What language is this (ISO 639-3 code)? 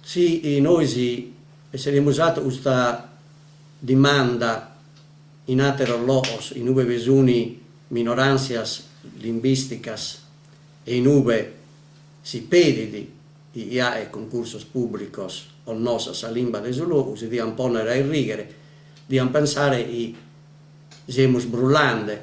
srd